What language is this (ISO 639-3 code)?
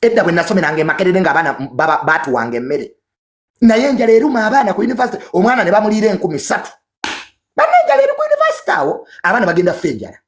lug